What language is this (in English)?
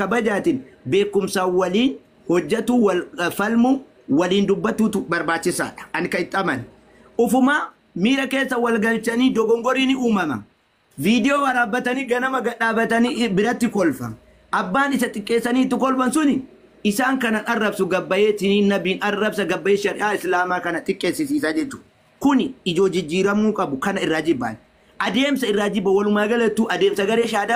Oromo